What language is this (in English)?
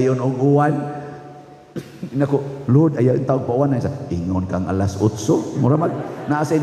Cebuano